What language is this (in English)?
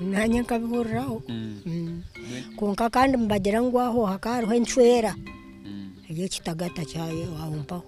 Nyankole